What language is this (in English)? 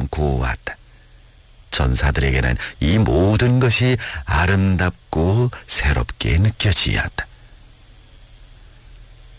Korean